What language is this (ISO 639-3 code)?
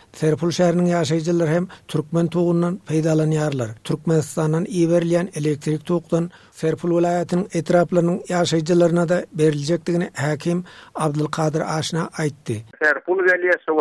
tuk